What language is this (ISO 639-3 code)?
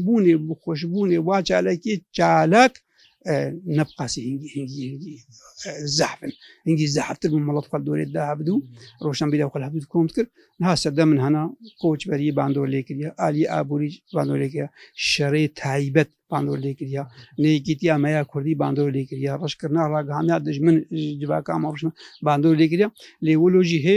kur